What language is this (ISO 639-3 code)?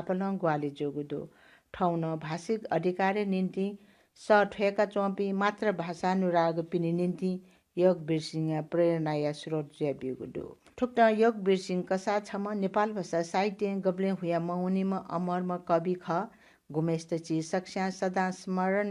new